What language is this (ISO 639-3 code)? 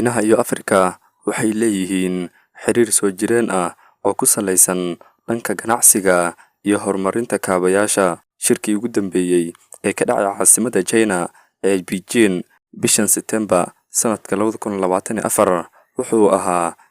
som